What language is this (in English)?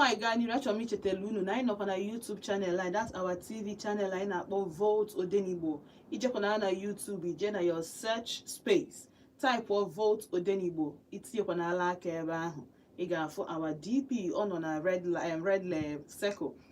Igbo